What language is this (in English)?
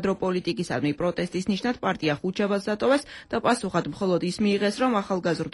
Georgian